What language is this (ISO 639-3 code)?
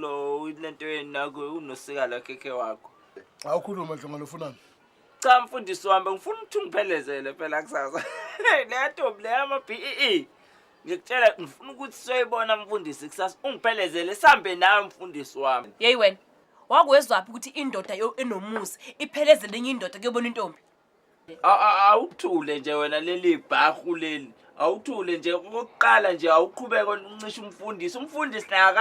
zul